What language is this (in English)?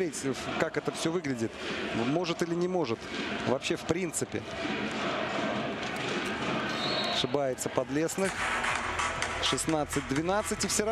Russian